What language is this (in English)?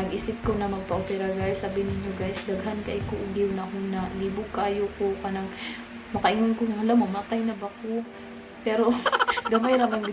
Cebuano